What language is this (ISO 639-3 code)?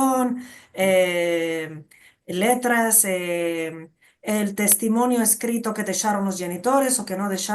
lad